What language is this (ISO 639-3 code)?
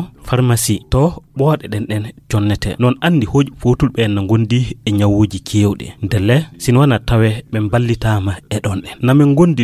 ful